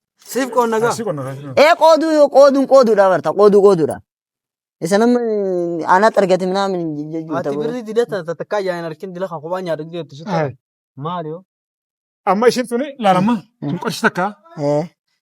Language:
Oromo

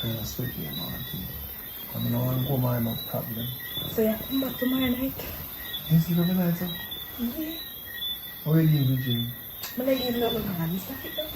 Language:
Jamaican Creole English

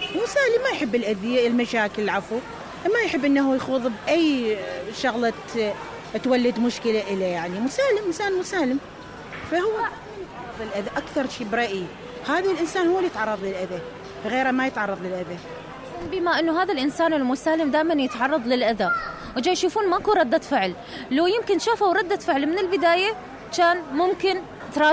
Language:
Mesopotamian Arabic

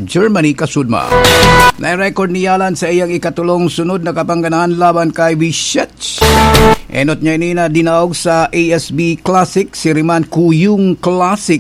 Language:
Bikol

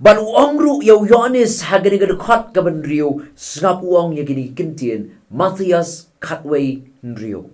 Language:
Khasi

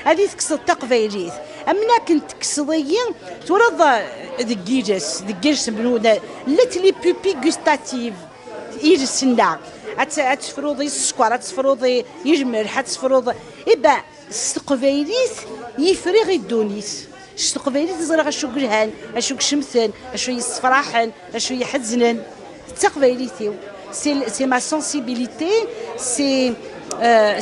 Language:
Kabyle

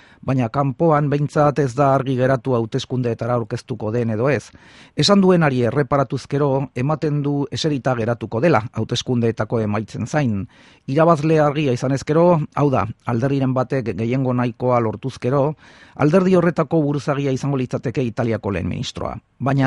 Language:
Basque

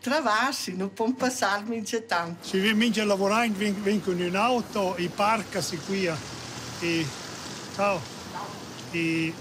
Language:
Romansh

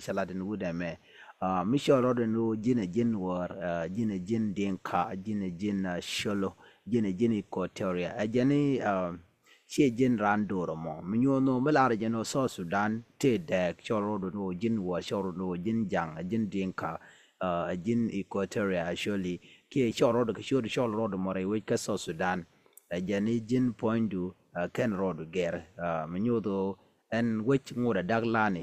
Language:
Nuer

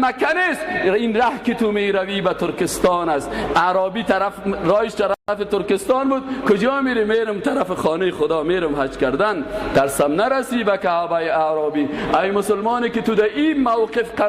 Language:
Persian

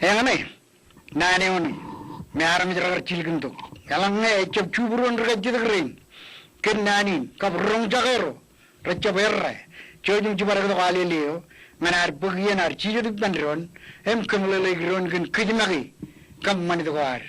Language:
Marshallese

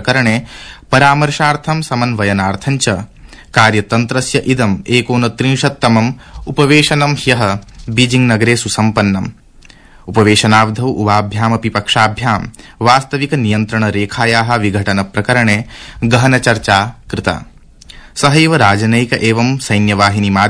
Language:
Sanskrit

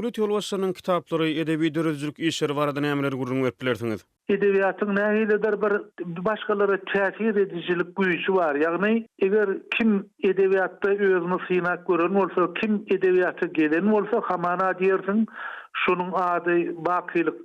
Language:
Turkmen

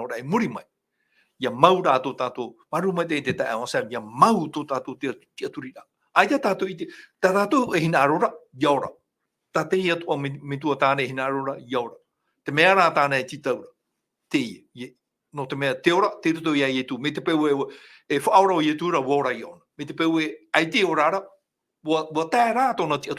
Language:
Tahitian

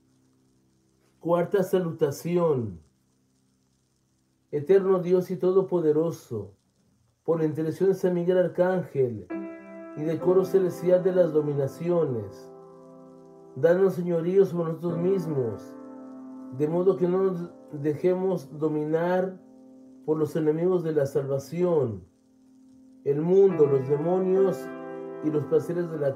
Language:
Spanish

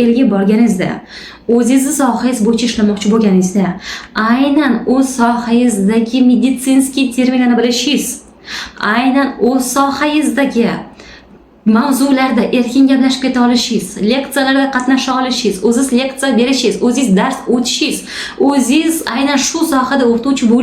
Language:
Uzbek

